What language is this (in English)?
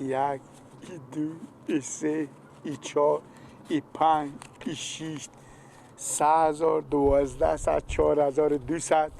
Persian